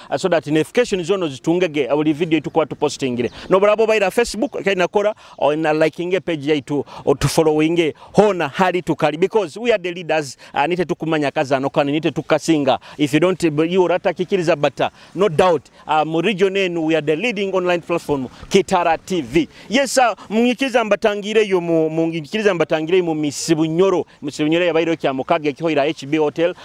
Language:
Nyoro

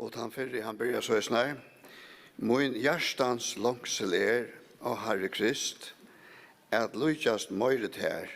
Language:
Faroese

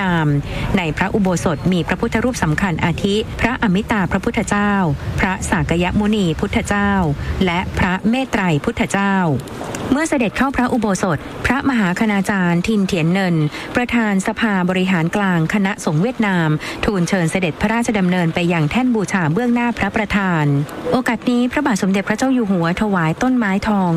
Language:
Thai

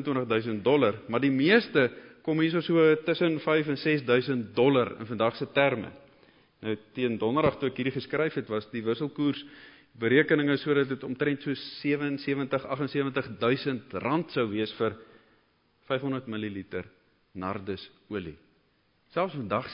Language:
Afrikaans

